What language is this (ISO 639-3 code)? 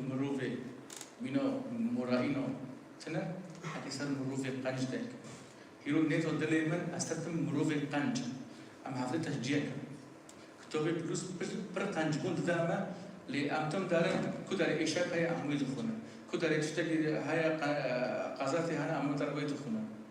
kur